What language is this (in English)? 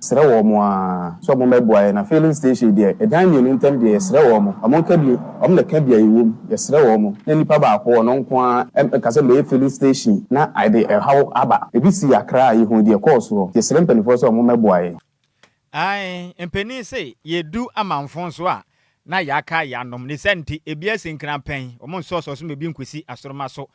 Akan